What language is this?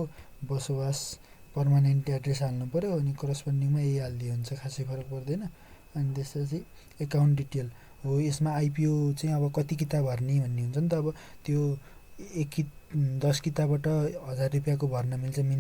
Nepali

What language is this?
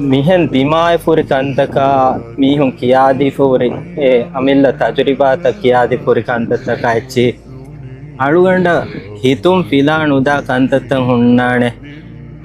Divehi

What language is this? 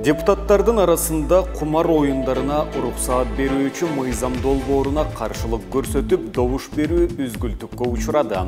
Kyrgyz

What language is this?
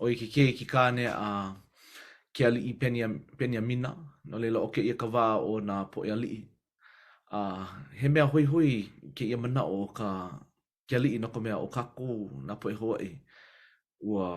Hawaiian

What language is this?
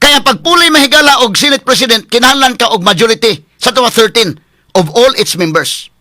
Cebuano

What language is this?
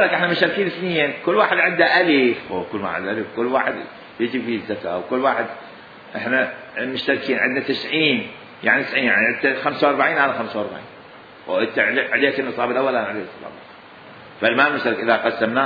Mesopotamian Arabic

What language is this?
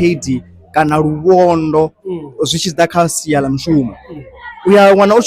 Venda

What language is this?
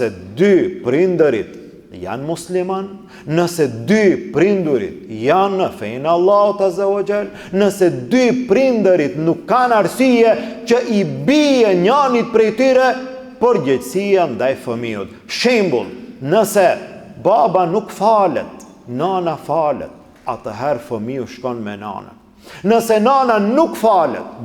Albanian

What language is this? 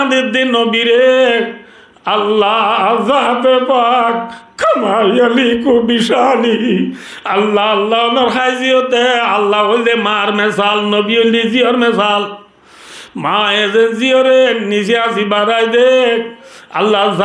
Rohingya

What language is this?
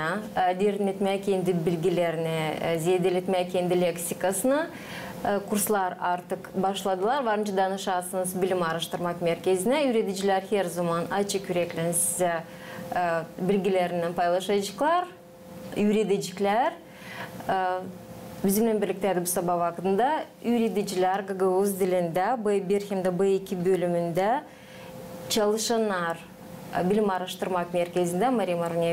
Gagauz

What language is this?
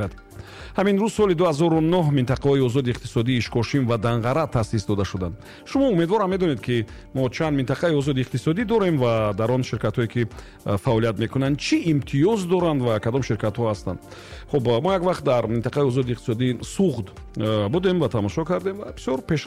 Tajik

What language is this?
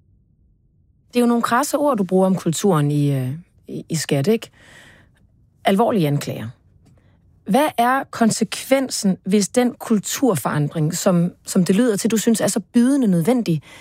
Danish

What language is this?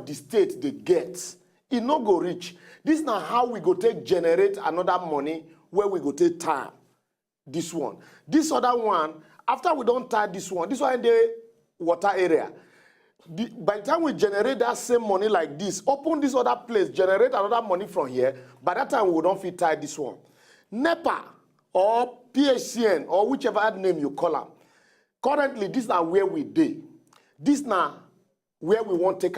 Nigerian Pidgin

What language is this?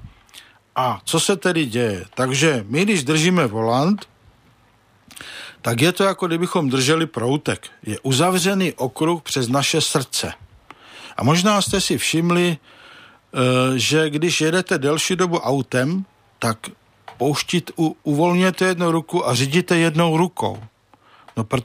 Czech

